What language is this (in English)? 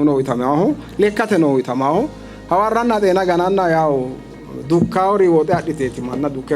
Sidamo